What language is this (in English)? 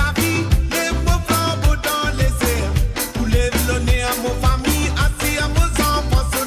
Morisyen